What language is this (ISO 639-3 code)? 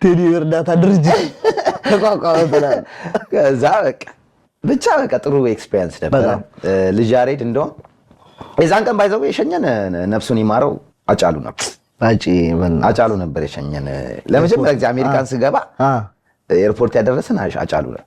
amh